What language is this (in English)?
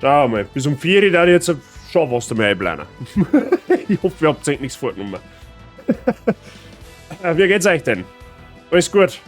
Bavarian